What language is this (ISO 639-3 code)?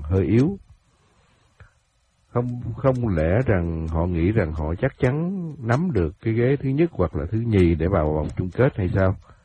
vie